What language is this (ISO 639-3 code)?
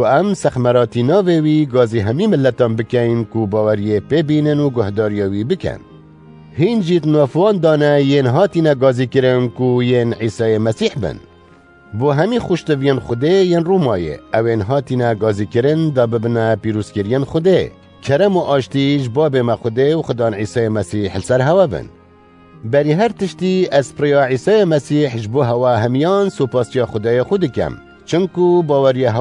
kur